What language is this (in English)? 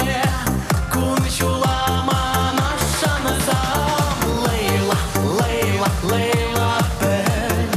Chuvash